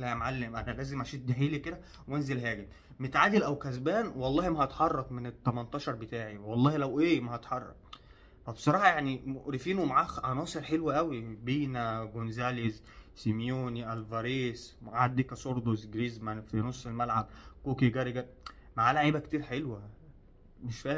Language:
Egyptian Arabic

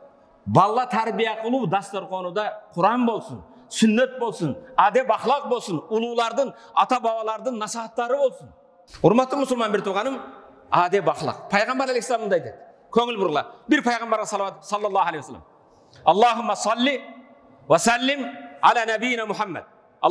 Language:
Kyrgyz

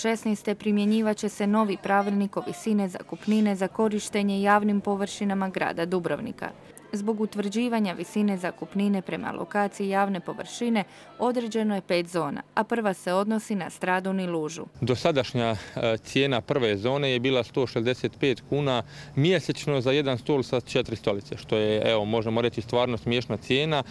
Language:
Croatian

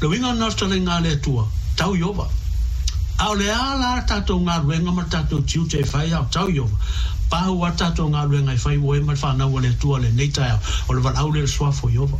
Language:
Samoan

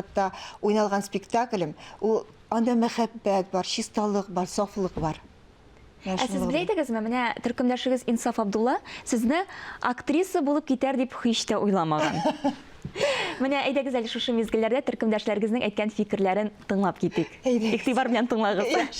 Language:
Tatar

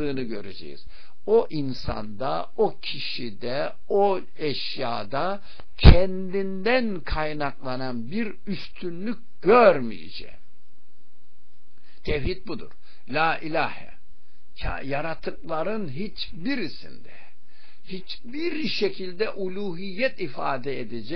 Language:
Turkish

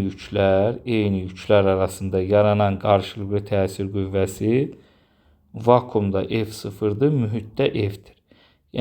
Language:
Azerbaijani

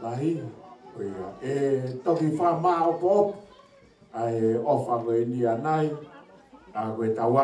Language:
Tongan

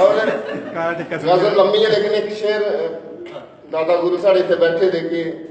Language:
Dogri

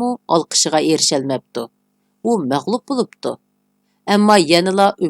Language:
Uyghur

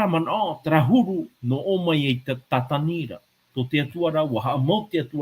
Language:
Tahitian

